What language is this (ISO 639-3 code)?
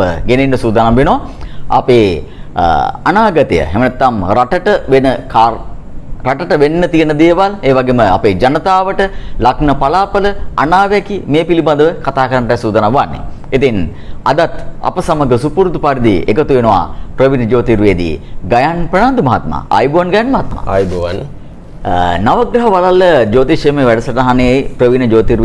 sin